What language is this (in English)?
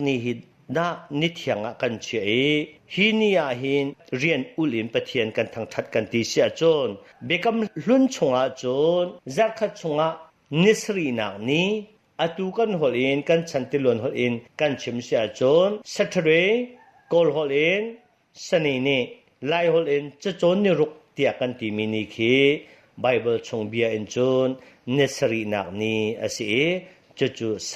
Hakha Chin